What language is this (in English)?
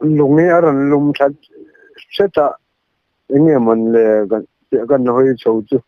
Mizo